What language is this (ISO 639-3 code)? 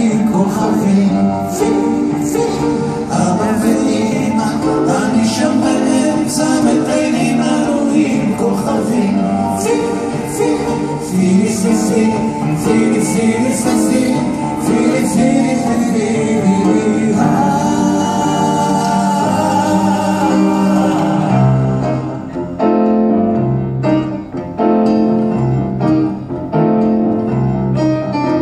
heb